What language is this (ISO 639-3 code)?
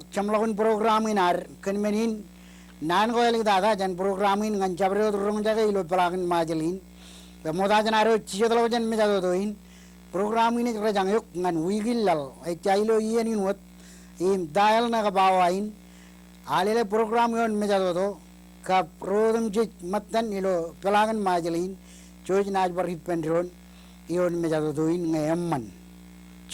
mah